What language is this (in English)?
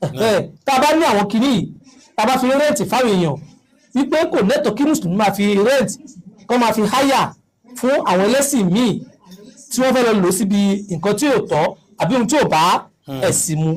Yoruba